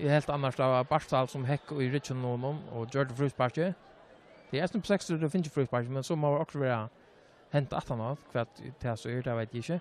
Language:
Faroese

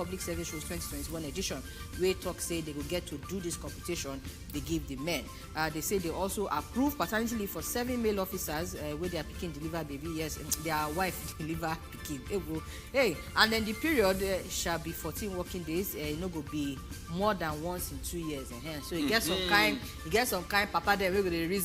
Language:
Nigerian Pidgin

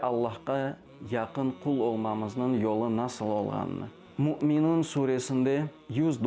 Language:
Crimean Tatar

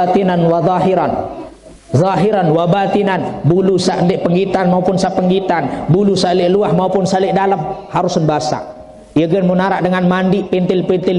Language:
Sasak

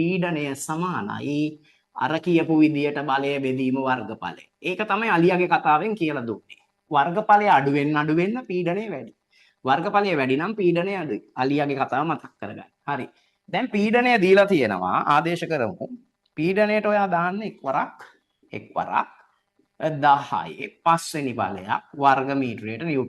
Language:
Sinhala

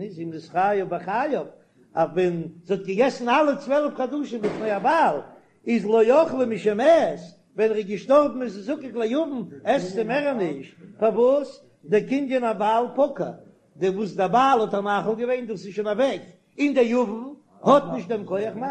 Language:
Yiddish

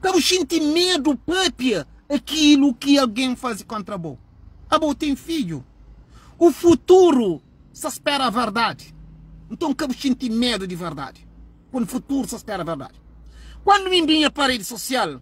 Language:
Kabuverdianu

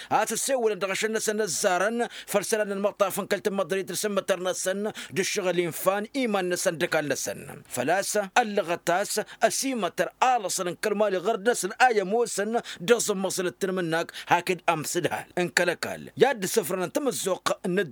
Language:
Tamasheq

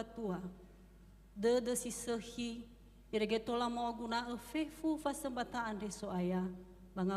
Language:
Nias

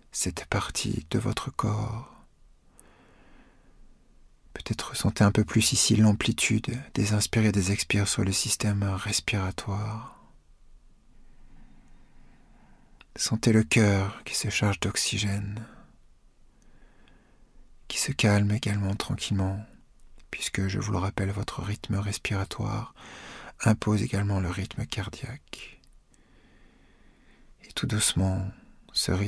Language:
French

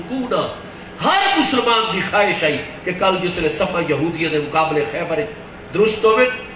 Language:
Saraiki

